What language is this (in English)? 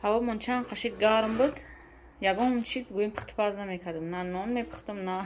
Tajik